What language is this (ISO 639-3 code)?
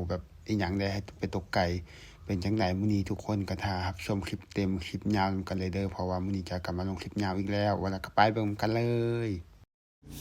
lao